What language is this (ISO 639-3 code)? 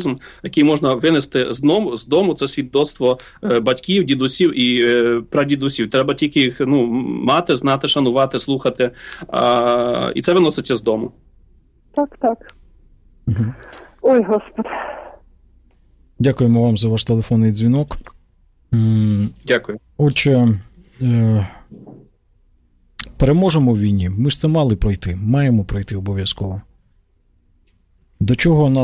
ukr